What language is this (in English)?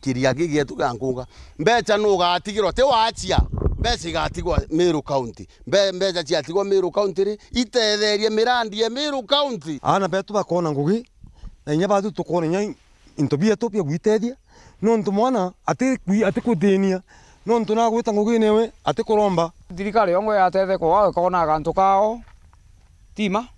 Meru